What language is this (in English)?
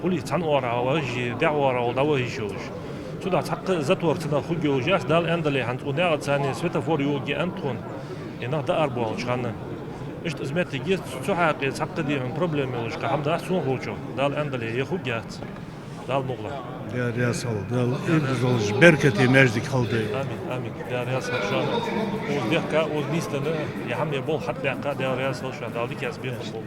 Ingush